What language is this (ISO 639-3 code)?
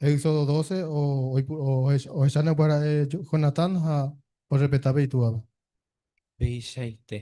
grn